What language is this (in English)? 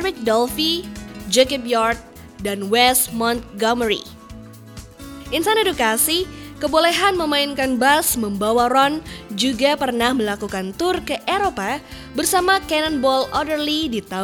Indonesian